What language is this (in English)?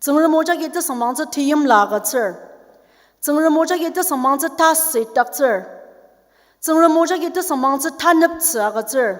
Ao Naga